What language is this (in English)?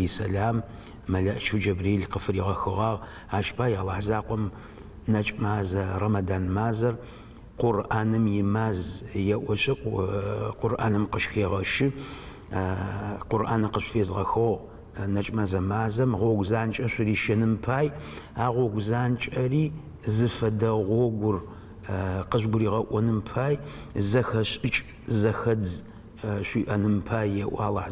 Adyghe